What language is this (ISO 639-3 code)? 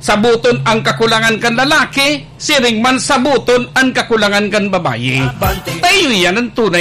bik